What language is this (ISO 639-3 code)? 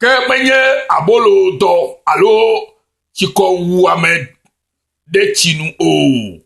ewe